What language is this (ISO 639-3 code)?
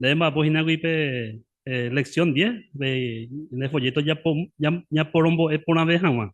grn